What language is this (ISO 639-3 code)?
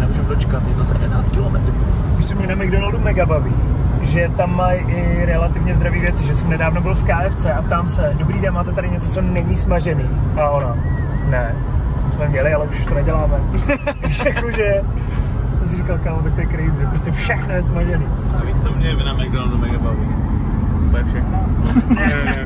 ces